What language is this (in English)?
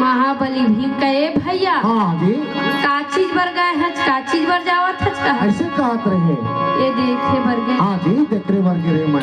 Chhattisgarhi